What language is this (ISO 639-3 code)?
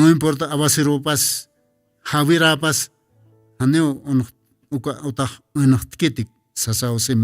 aym